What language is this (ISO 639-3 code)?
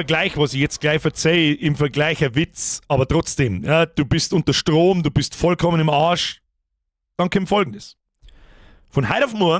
bar